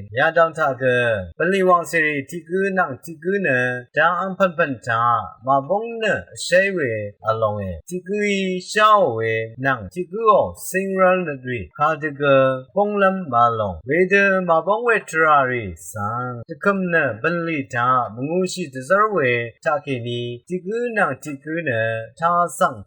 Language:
Rawang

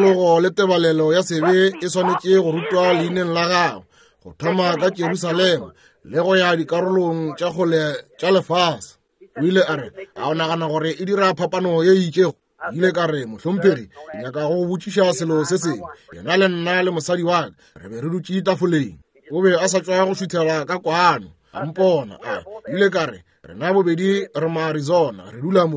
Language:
Northern Sotho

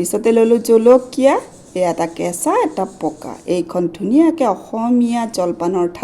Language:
Assamese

